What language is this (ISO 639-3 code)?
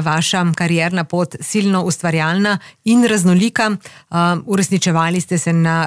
slv